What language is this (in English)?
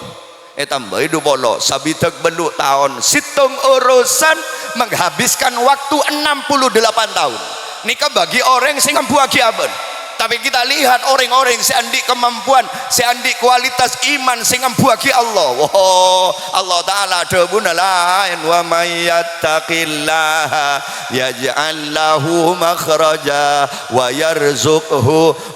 Madurese